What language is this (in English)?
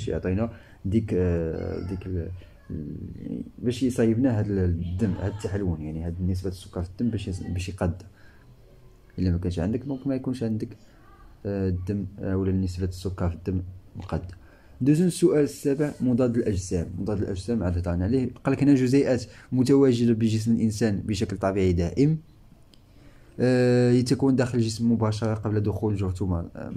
Moroccan Arabic